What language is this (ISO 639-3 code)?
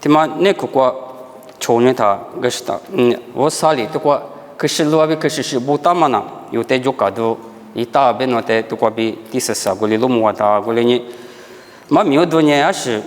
lis